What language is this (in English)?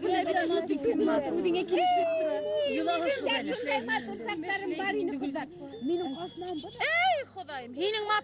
Bashkir